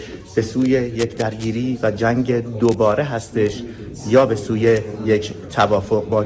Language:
Persian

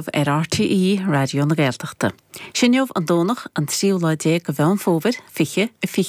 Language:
Irish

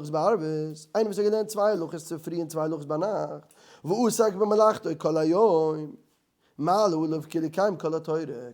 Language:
Yiddish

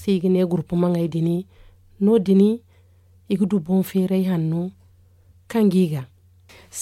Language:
Zarma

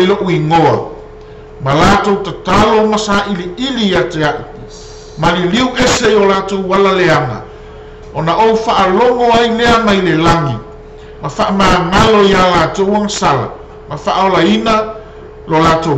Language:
Samoan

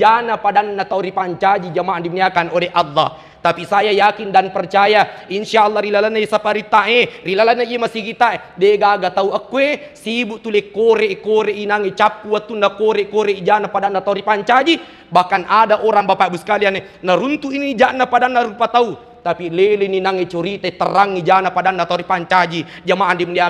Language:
Buginese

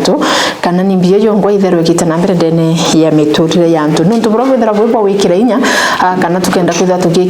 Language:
Meru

